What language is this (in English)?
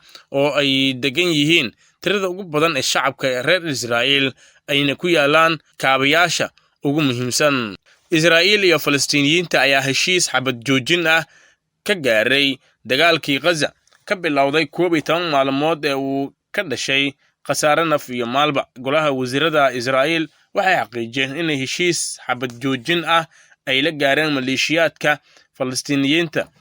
Somali